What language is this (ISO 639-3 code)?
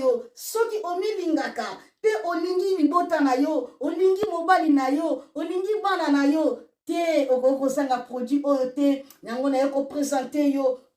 lin